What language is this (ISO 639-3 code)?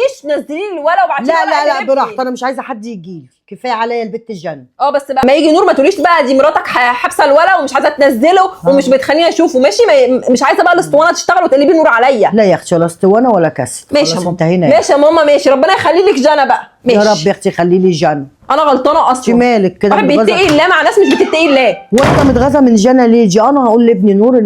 arz